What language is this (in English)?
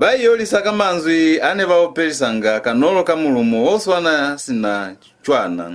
Lozi